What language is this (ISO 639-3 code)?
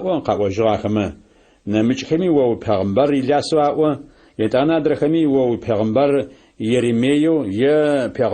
ady